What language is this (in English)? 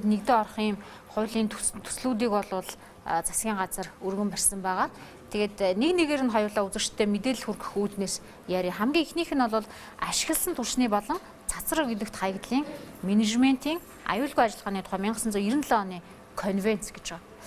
Mongolian